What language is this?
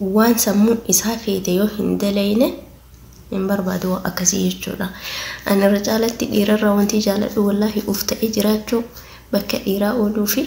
Oromo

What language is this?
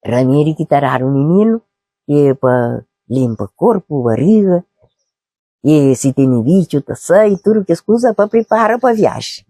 Kabuverdianu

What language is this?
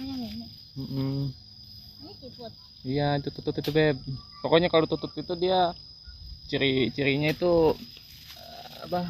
Betawi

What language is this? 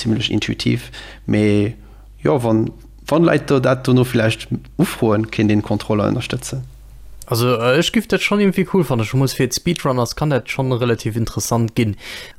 Luxembourgish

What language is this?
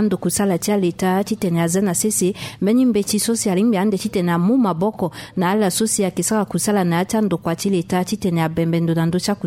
Sango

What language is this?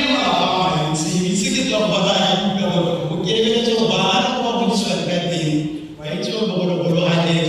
Tswana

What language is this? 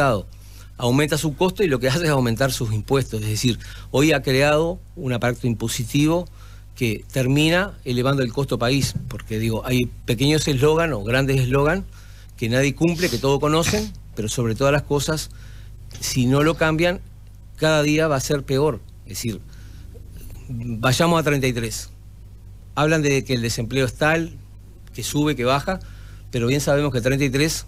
Spanish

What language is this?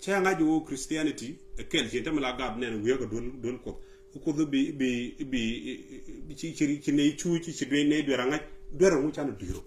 Nuer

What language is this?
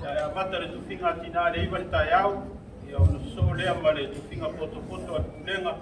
Samoan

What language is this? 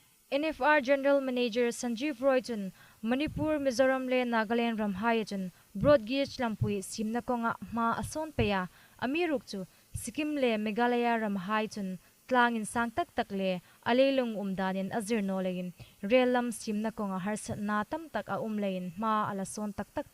Hmar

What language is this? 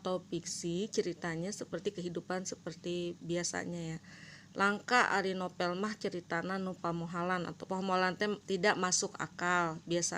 Sundanese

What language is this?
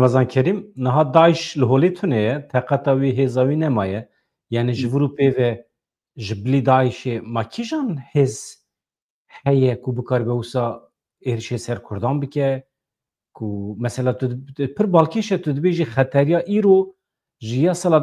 Kurdish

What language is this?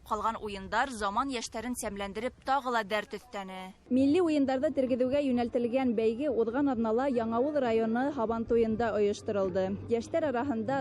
Bashkir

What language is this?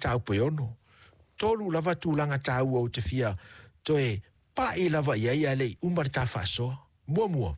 Samoan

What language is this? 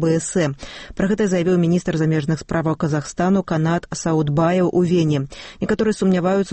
Belarusian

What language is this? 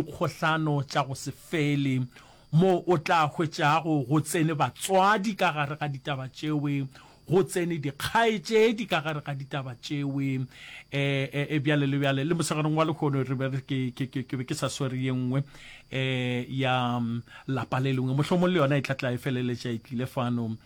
Northern Sotho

